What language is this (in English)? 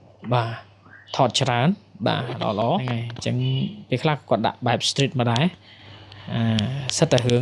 Khmer